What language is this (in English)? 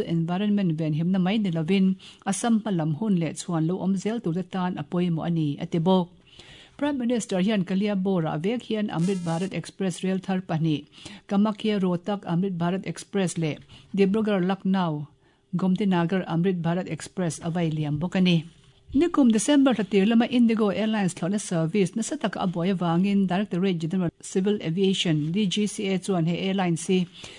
Mizo